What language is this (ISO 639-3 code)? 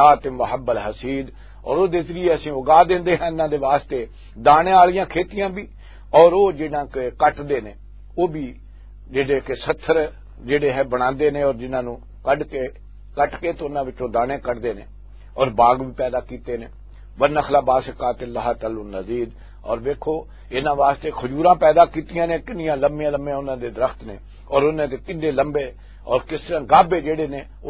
lah